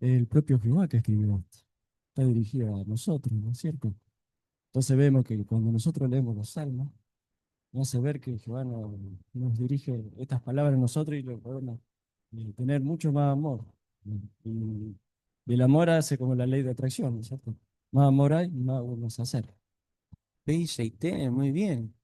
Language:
Guarani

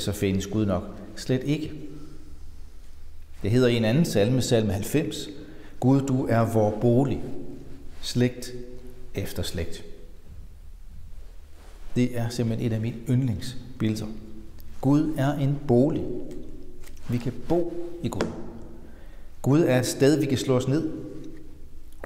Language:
Danish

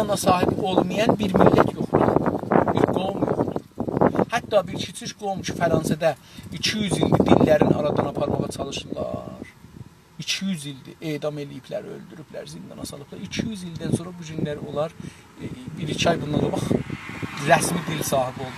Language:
South Azerbaijani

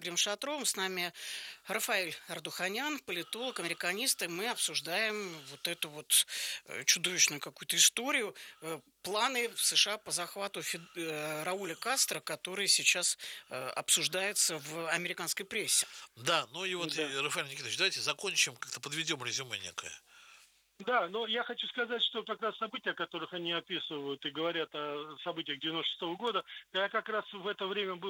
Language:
Russian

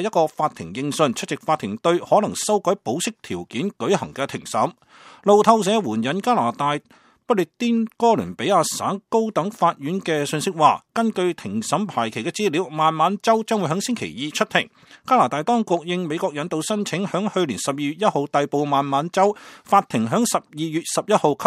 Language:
Cantonese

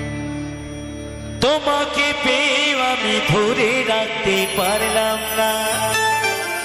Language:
Bangla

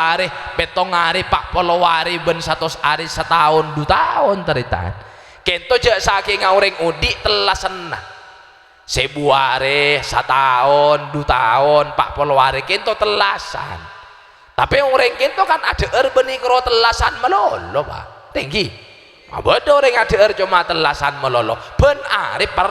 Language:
Madurese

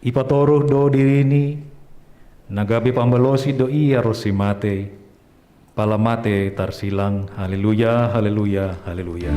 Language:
Batak Simalungun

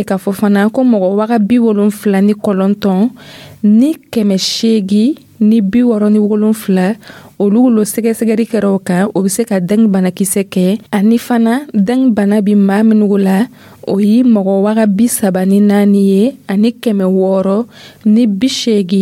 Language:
Dyula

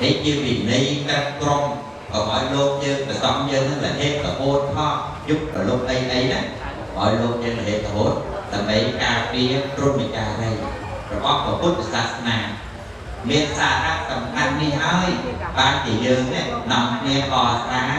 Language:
Khmer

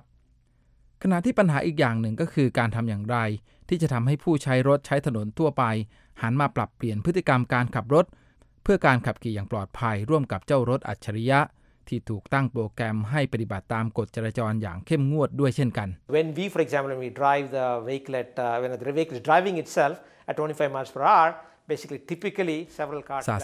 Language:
Thai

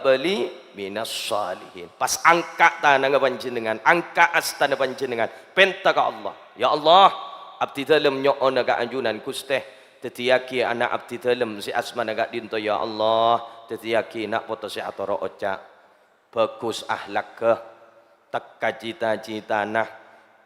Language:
Madurese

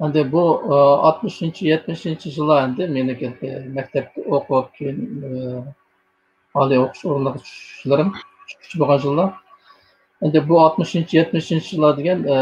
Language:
Uyghur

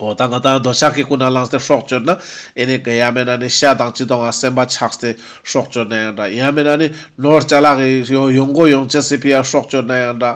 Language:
Ladakhi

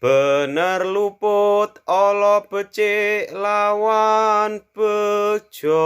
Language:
Javanese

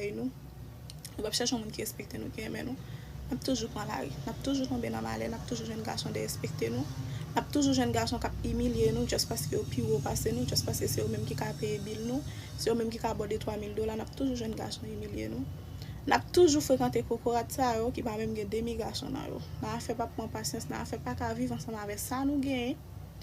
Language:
Haitian Creole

